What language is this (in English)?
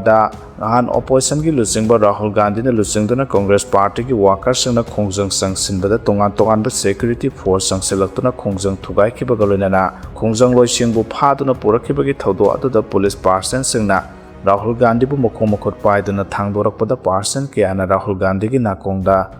Manipuri